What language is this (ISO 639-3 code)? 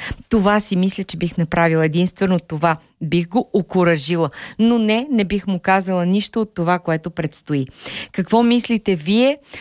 bul